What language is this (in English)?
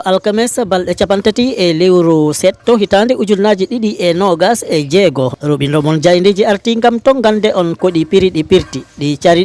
Fula